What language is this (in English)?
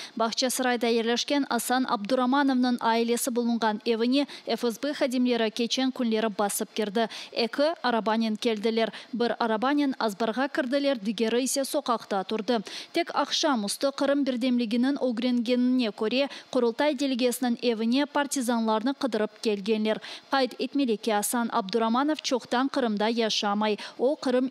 Crimean Tatar